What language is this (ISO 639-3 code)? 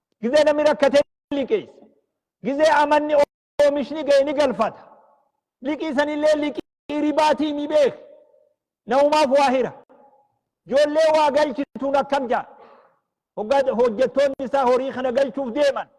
orm